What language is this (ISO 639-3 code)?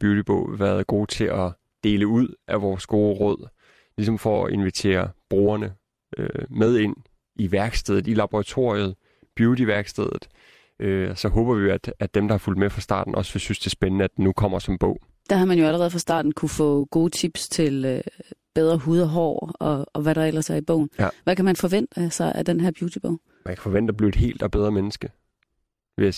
dan